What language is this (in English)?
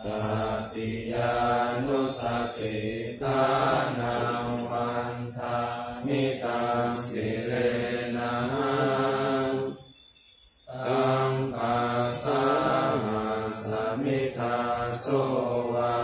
Pali